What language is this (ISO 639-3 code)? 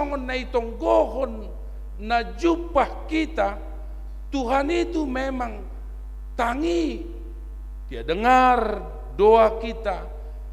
bts